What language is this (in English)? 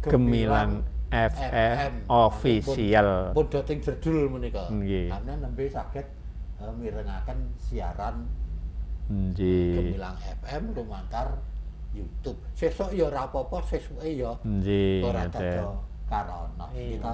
Javanese